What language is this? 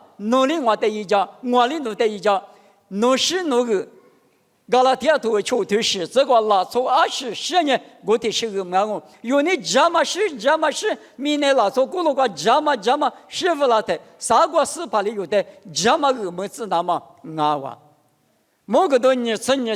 Lisu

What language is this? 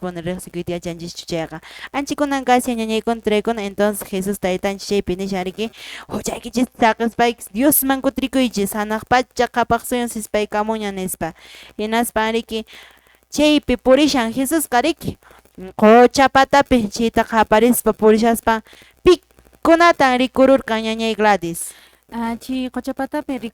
Quechua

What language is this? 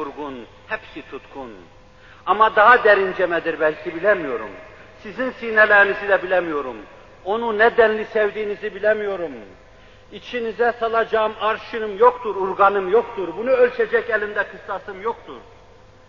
Turkish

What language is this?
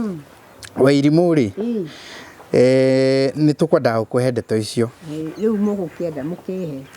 Kikuyu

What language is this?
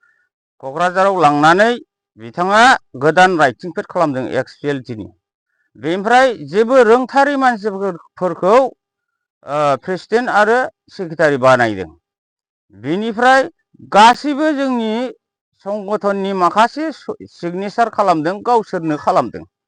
Bodo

